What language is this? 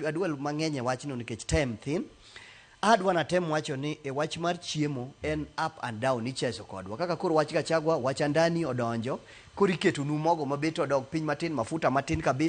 Luo (Kenya and Tanzania)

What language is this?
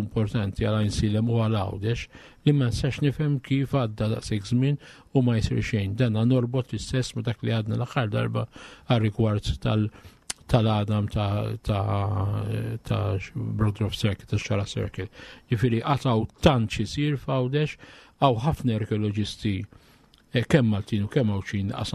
Maltese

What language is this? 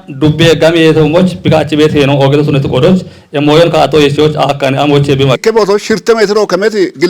Kafa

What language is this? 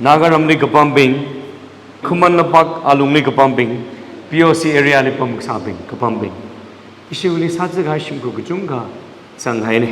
Tangkhul Naga (India)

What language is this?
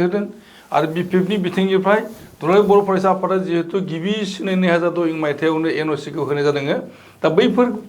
Bodo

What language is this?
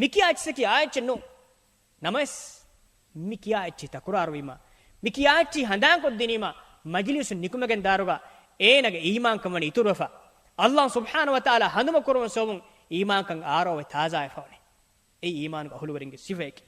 Divehi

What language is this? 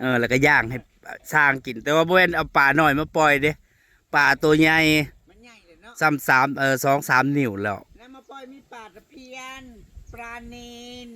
Northeastern Thai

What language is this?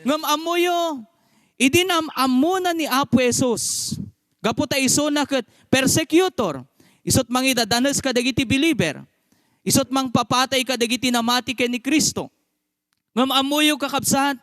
Iloko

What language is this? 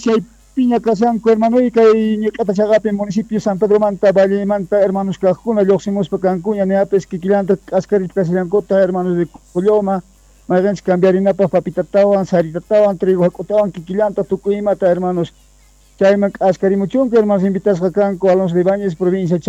South Bolivian Quechua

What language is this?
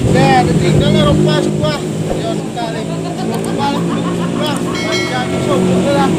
Minangkabau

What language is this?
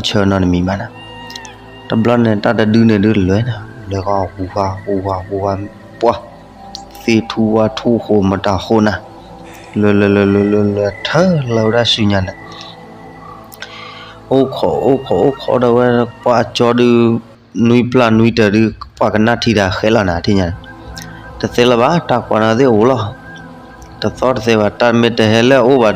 S'gaw Karen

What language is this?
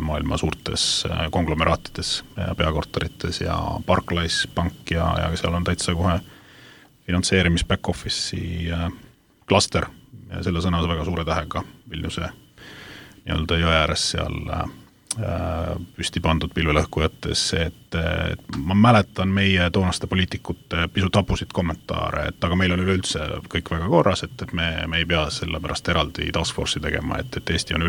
Estonian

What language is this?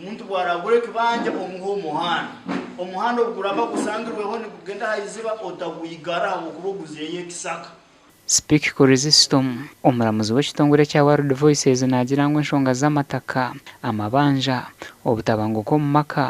Nyankole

